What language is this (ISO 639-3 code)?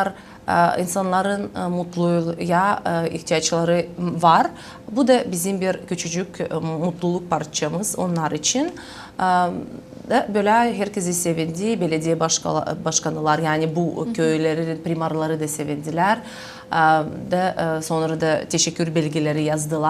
gag